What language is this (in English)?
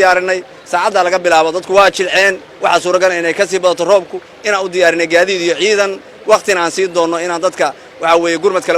Somali